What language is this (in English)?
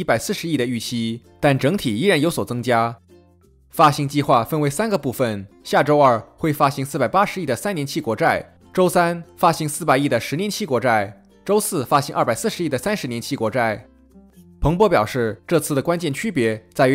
Chinese